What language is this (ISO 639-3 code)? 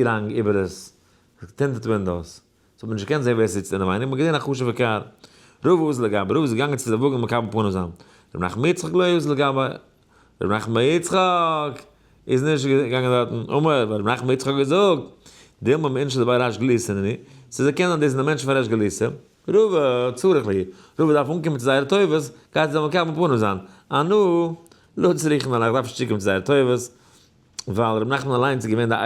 yid